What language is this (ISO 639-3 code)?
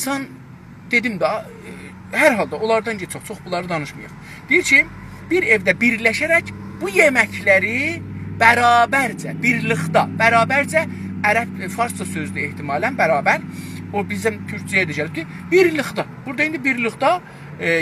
azb